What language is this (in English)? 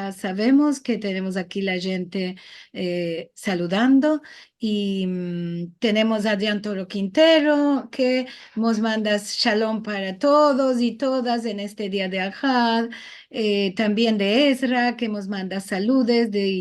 Ladino